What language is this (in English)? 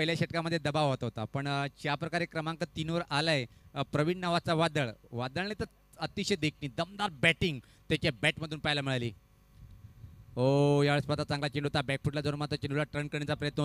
Marathi